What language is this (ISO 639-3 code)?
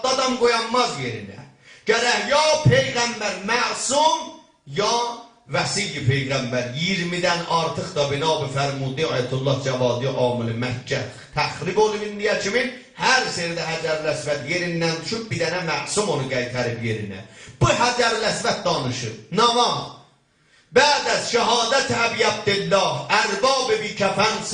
azb